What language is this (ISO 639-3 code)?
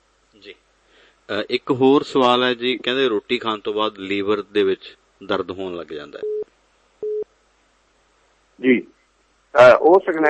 pan